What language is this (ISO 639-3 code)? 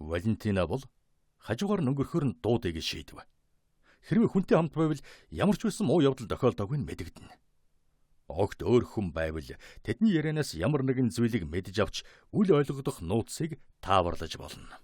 mon